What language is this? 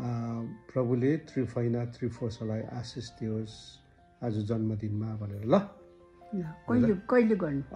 Nepali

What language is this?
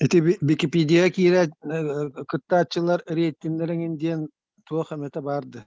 Yakut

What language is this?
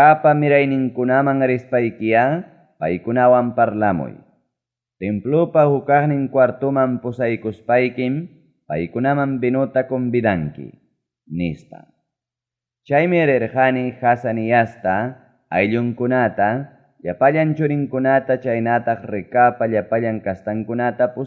Ayacucho Quechua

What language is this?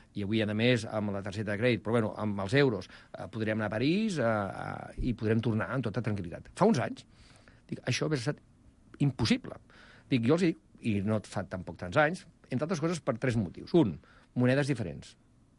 Catalan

